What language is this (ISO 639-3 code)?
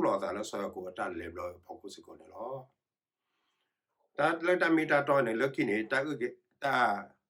ksw